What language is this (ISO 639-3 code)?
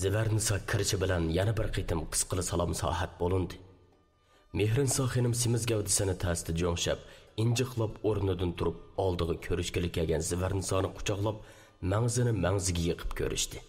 uig